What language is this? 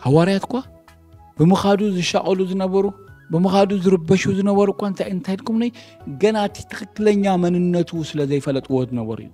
Tigrinya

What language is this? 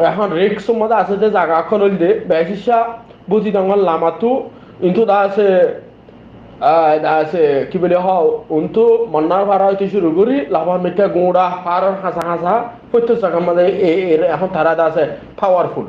Rohingya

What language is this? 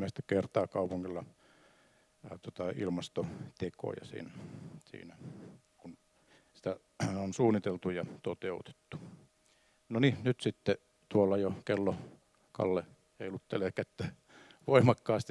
Finnish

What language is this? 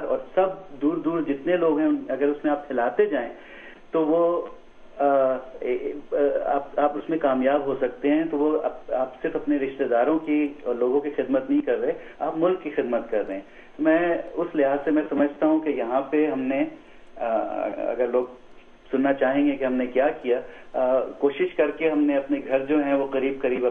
Urdu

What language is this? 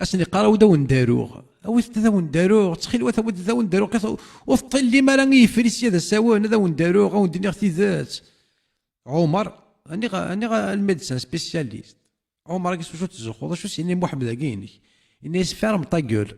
Kabyle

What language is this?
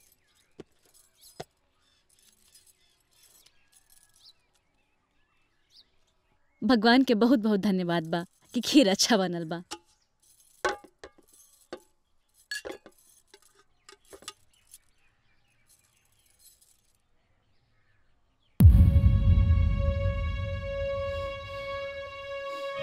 Bhojpuri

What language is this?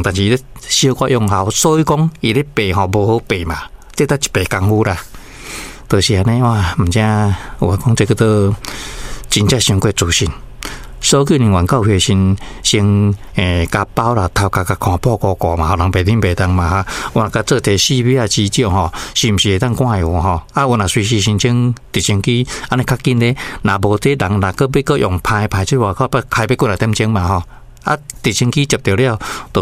Min Nan Chinese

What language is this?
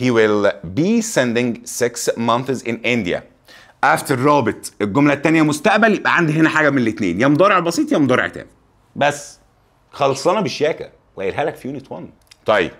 Egyptian Arabic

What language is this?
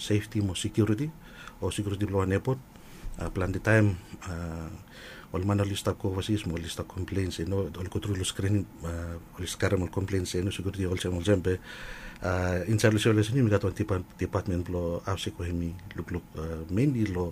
Bislama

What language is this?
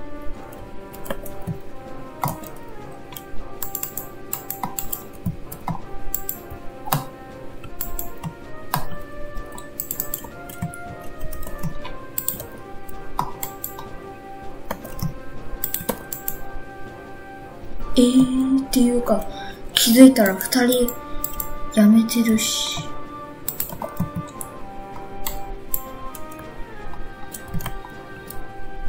Japanese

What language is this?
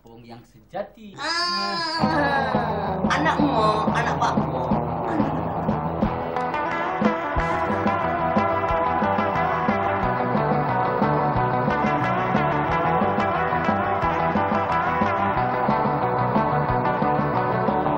Malay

